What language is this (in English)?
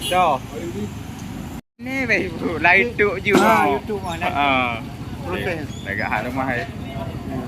Achinese